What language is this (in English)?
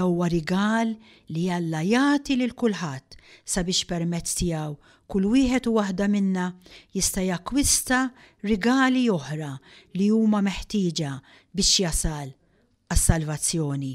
Maltese